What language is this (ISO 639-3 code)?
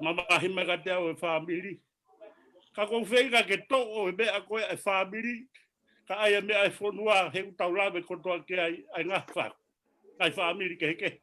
ton